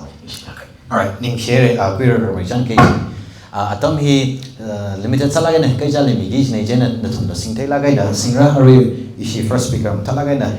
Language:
Tangkhul Naga (India)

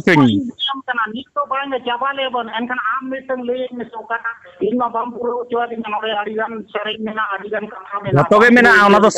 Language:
Santali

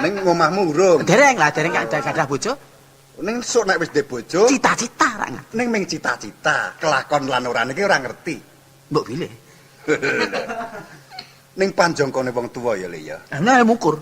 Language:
Javanese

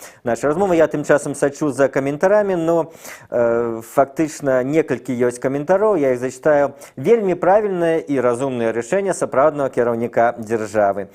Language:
Belarusian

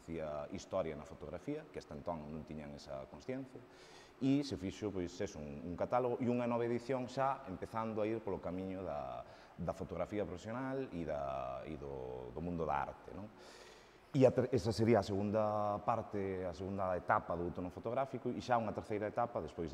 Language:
Galician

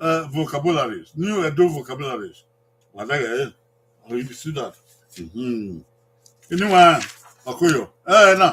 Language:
Bini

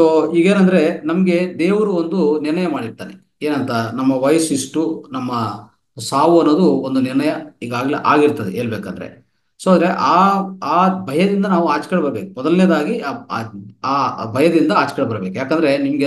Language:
Kannada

